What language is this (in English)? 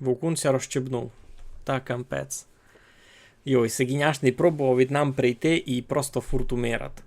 Rusyn